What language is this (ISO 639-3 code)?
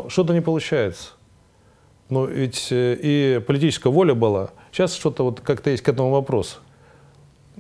rus